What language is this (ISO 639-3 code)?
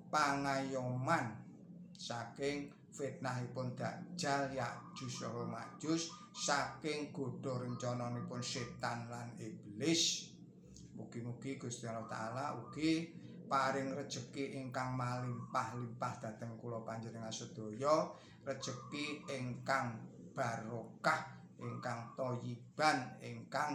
jav